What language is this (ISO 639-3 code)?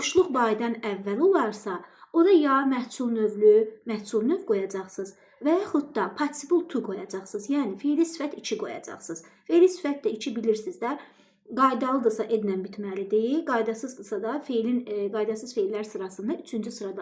aze